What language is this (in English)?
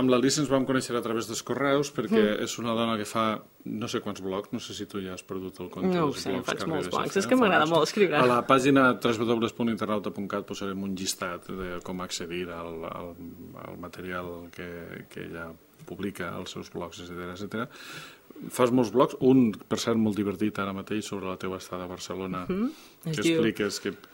Catalan